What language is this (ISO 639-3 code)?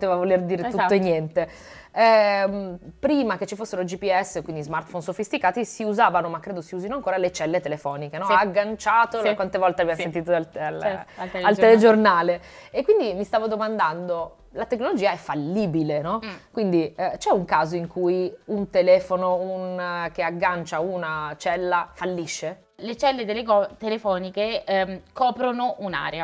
ita